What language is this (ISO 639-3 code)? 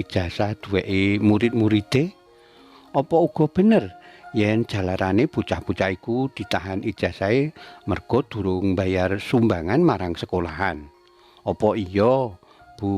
jav